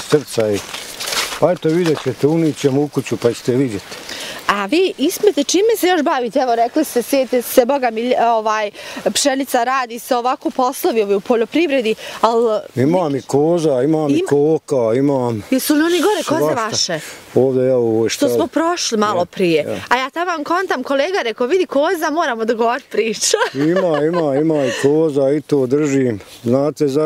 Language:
Bosnian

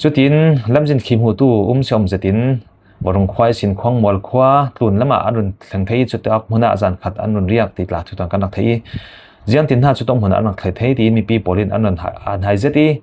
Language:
Falam Chin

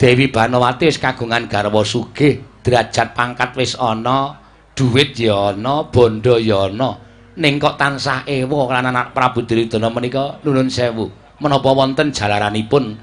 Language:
Javanese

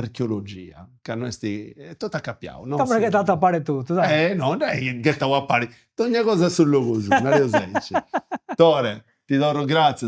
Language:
Sardinian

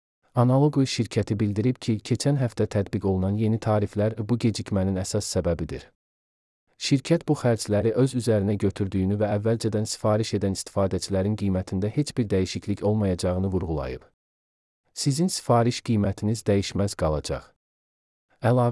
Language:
Azerbaijani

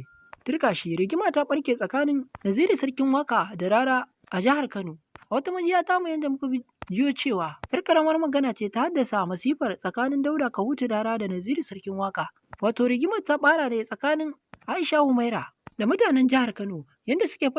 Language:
Hausa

